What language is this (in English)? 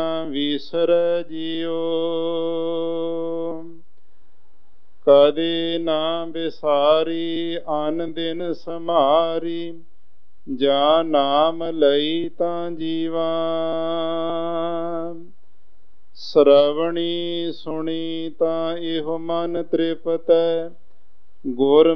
Punjabi